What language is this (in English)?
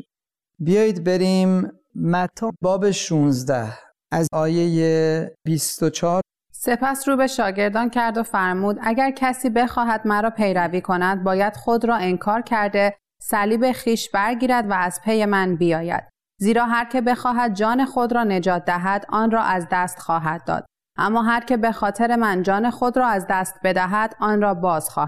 Persian